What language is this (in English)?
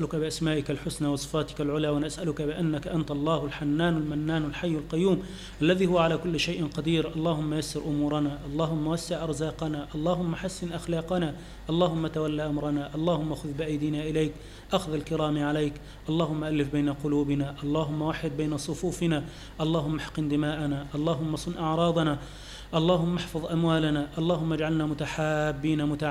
Arabic